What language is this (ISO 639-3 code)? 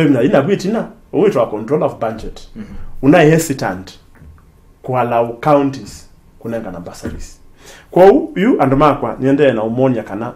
kam